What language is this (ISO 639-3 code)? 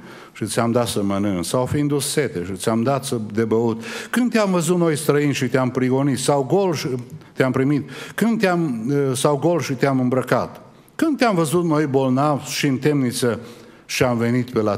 ron